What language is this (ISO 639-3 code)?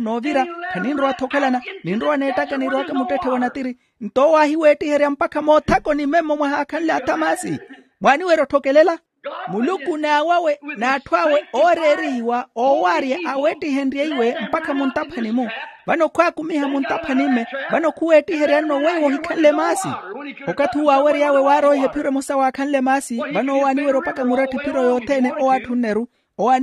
vmw